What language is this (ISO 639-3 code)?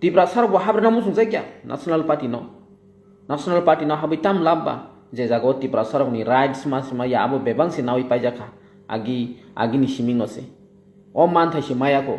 trp